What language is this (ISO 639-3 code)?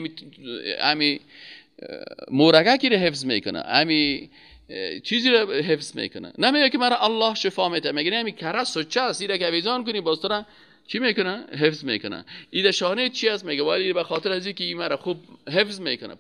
fas